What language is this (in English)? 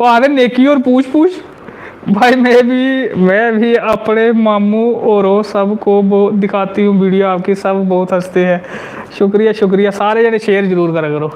Dogri